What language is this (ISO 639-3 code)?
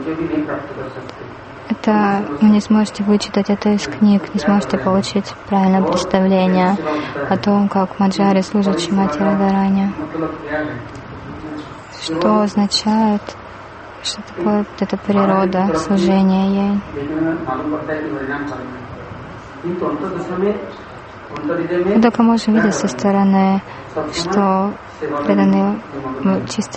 rus